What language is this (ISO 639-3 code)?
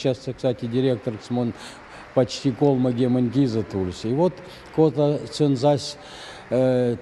myv